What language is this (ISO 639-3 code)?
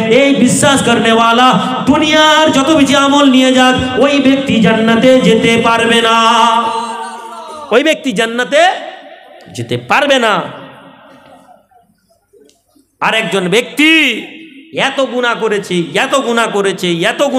ben